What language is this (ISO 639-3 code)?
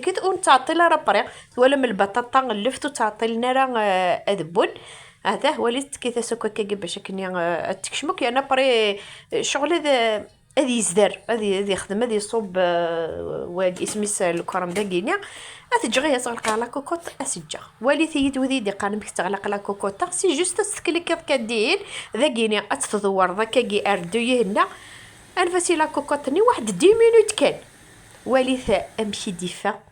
kab